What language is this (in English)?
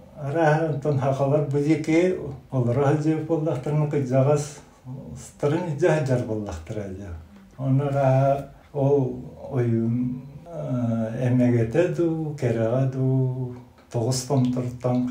Yakut